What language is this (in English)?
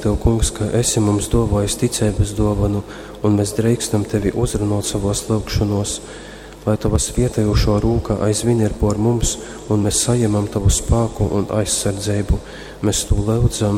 Latgalian